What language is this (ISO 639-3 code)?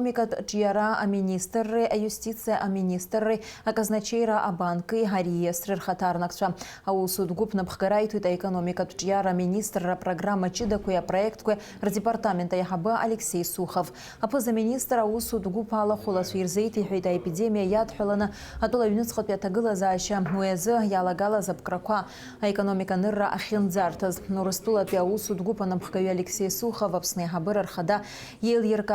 abk